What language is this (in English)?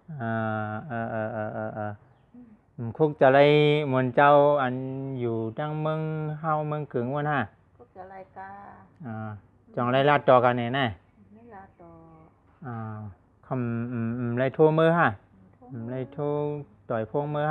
Shan